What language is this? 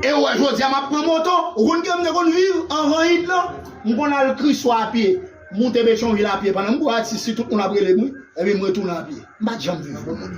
Haitian Creole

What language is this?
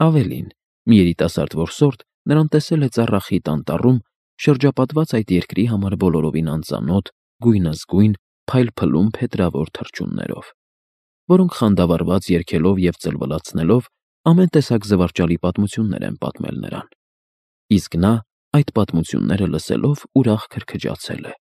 Armenian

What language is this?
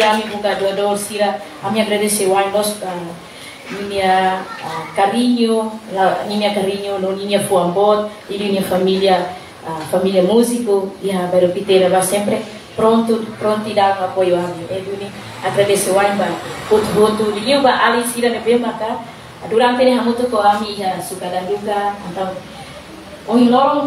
Tetum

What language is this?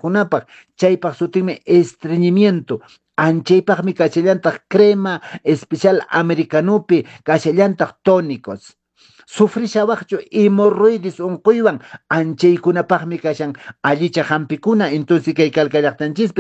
Quechua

